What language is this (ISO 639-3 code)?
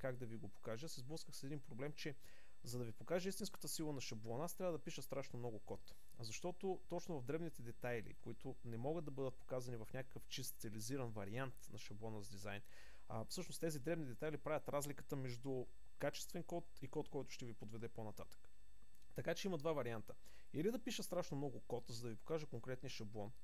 bul